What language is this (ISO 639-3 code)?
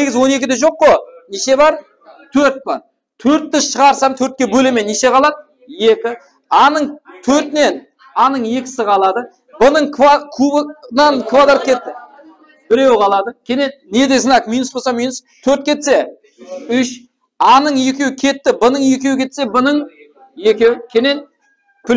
kaa